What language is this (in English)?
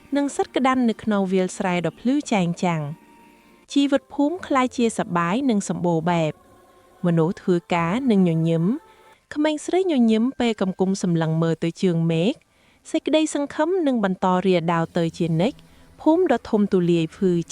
Khmer